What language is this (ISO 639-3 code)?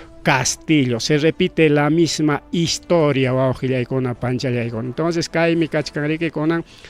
quy